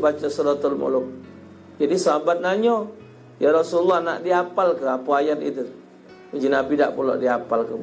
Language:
Musi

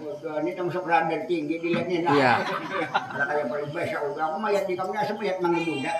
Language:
Banjar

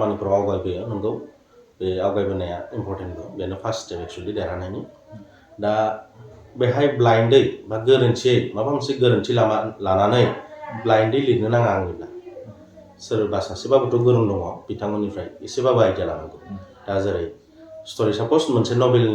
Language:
Bodo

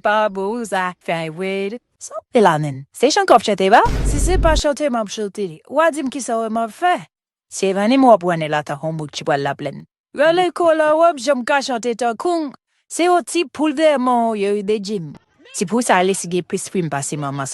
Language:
Haitian Creole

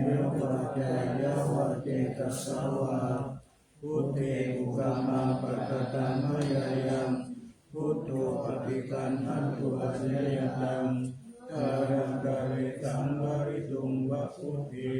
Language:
Pali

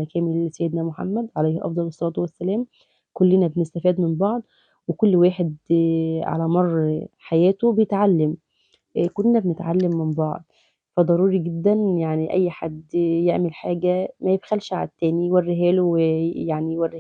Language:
Egyptian Arabic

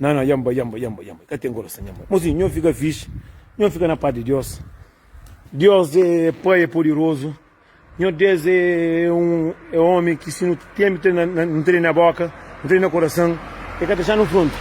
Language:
Kabuverdianu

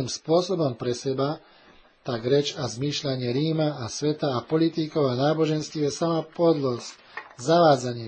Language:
Slovak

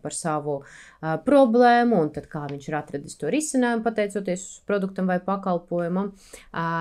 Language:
Latvian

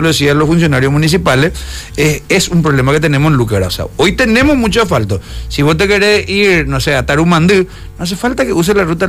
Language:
Spanish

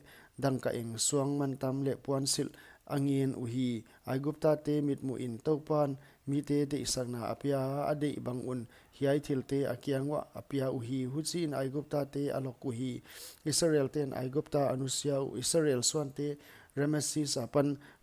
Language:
Paite Chin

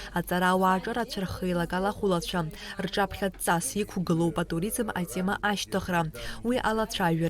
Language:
Abkhazian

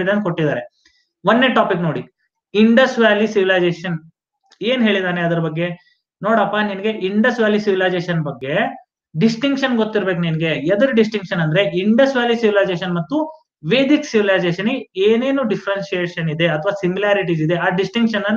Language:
Kannada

